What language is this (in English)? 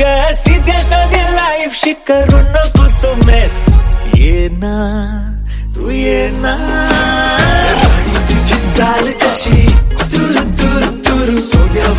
Marathi